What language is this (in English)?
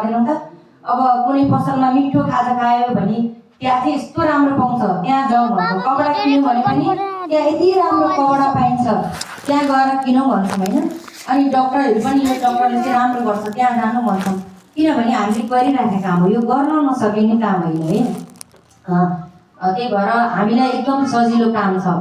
Nepali